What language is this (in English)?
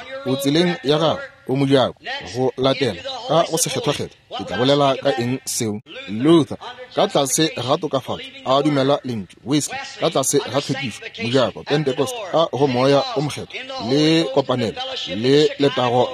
Northern Sotho